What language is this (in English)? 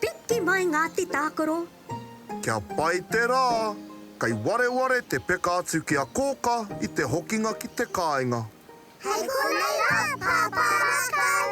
Māori